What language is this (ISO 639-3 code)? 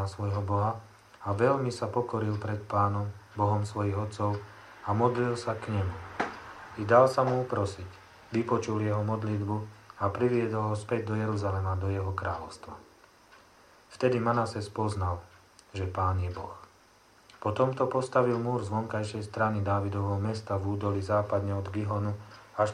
slk